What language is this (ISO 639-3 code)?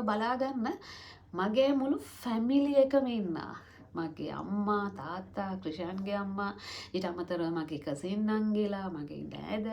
sin